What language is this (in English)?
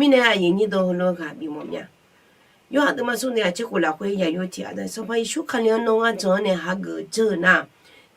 Akha